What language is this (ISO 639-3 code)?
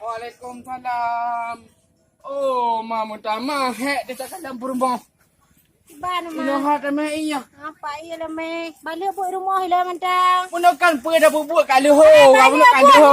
ace